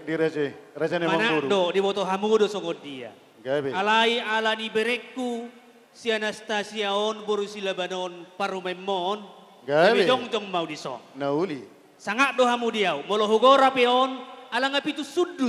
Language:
Batak Toba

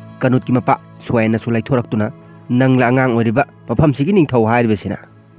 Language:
Manipuri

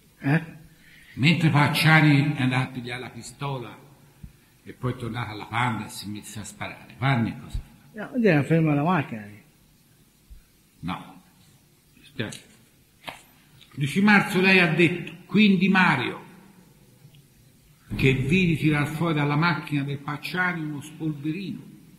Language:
Italian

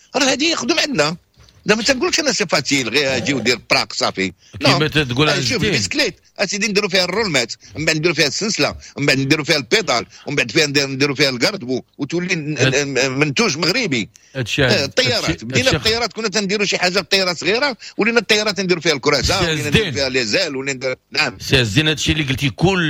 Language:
Moroccan Arabic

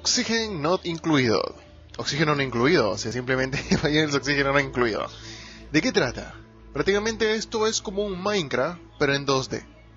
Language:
Spanish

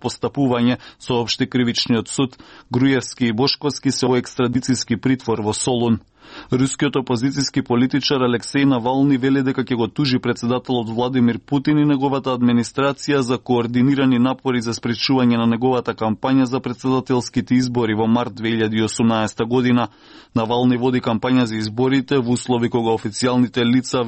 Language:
Macedonian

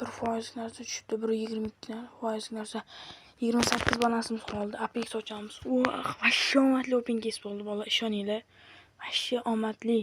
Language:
Uzbek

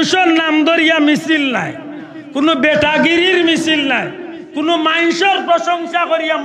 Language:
Sylheti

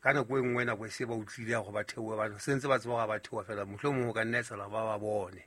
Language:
Southern Sotho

